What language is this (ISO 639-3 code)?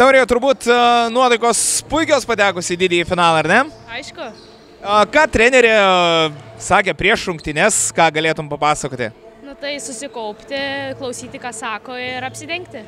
lit